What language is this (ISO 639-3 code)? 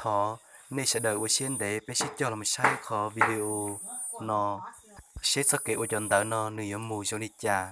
hmn